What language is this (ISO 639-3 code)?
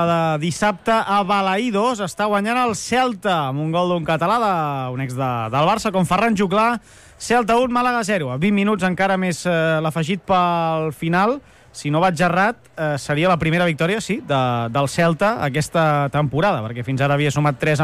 cat